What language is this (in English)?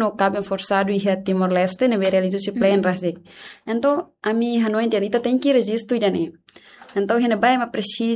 Tetum